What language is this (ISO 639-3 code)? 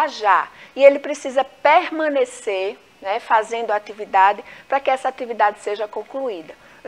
por